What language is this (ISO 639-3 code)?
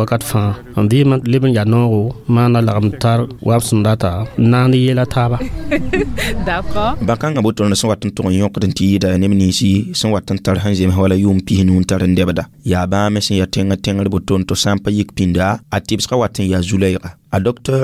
mos